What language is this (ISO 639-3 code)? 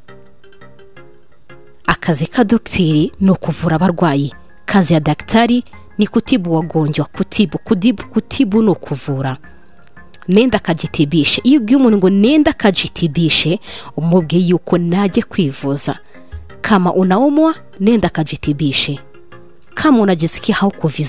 kin